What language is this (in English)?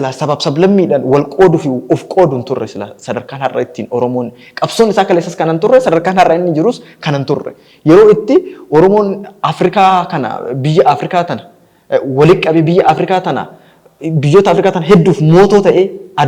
Oromo